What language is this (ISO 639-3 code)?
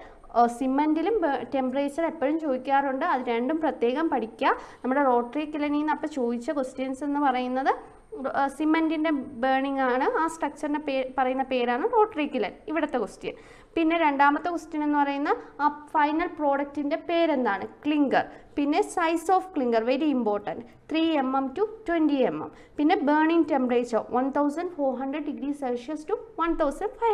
mal